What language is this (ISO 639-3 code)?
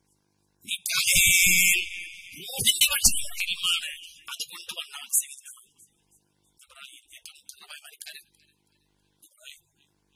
mal